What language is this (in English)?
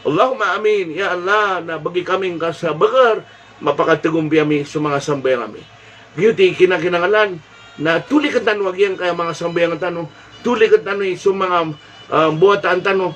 Maranao